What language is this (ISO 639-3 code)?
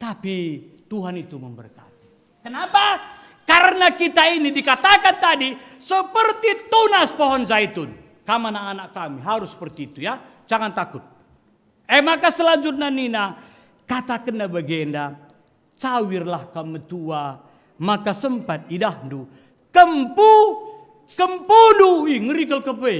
btx